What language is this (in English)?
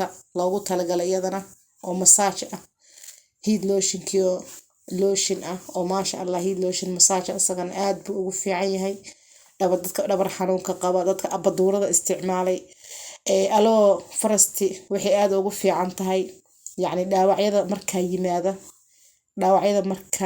Somali